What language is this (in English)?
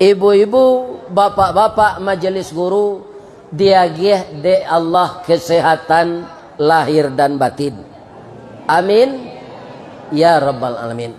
Minangkabau